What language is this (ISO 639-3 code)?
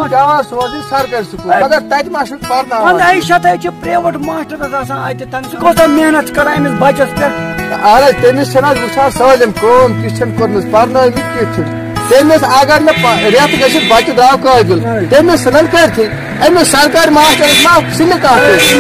kas